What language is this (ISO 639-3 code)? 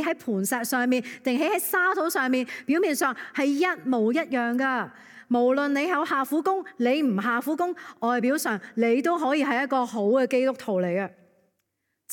yue